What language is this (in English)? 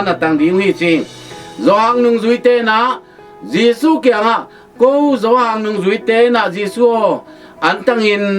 Tedim Chin